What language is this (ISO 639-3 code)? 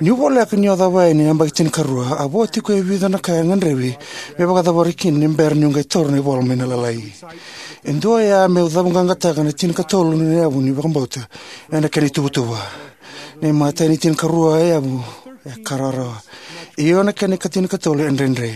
fij